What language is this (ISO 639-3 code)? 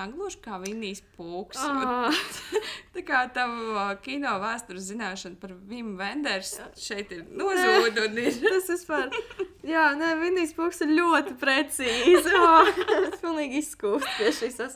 lav